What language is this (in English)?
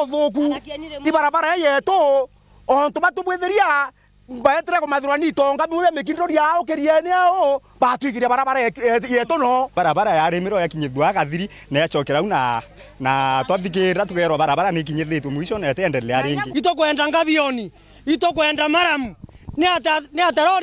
Meru